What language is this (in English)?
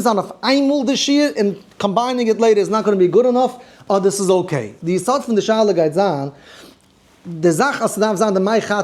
Yiddish